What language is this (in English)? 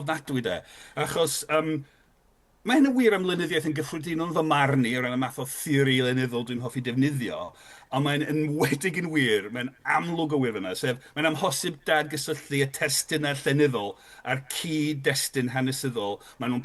Welsh